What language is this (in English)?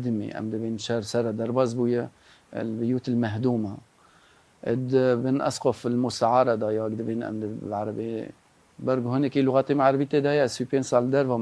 Kurdish